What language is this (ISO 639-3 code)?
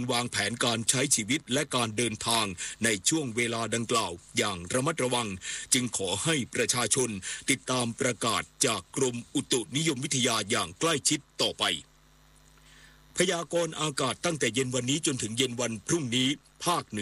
tha